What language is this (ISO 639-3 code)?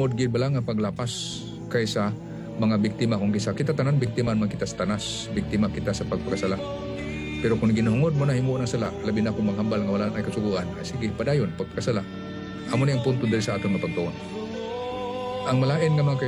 hil